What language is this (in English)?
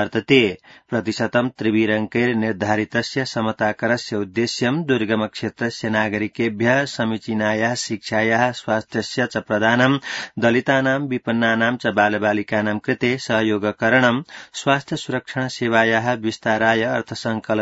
Sanskrit